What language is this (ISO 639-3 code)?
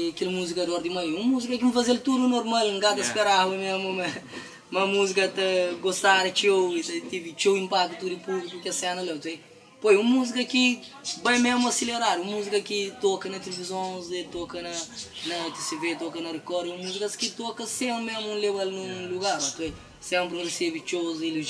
kea